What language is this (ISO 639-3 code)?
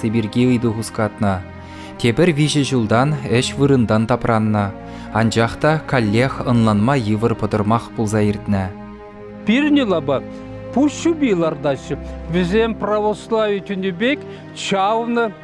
chv